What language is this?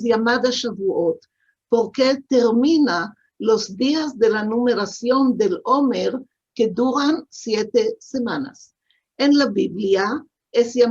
Ladino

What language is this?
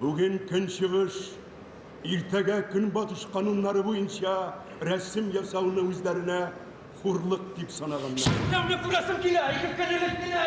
Tatar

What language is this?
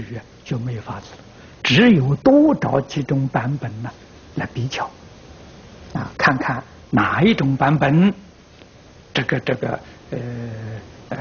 Chinese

